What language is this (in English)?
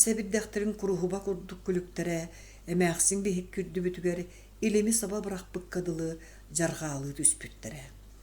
Yakut